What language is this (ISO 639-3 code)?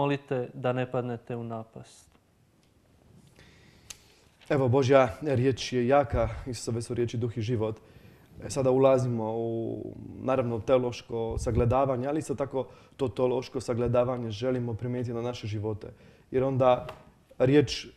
hrv